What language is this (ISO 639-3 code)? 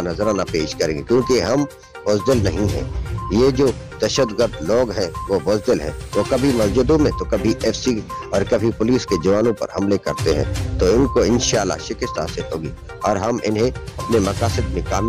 urd